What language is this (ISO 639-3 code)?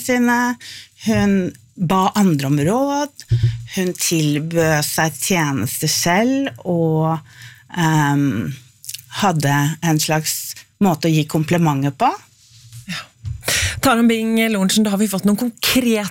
nor